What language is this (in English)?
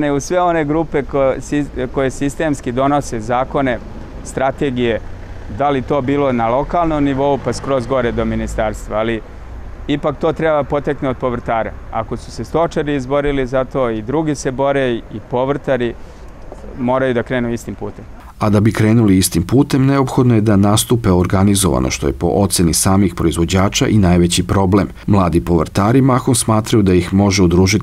Serbian